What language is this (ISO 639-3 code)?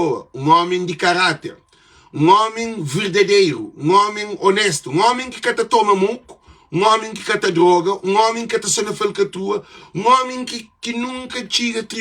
kea